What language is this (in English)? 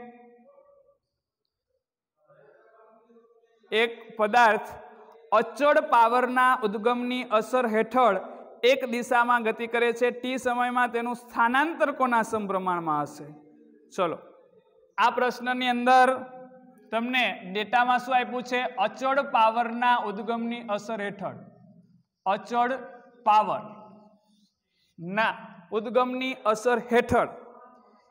Gujarati